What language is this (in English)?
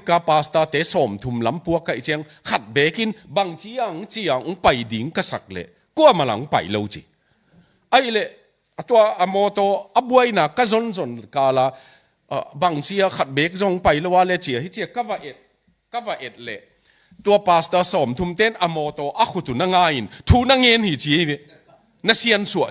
Tedim Chin